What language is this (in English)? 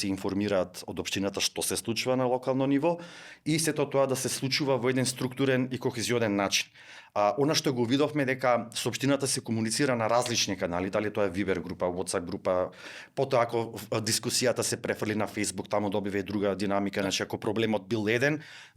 Macedonian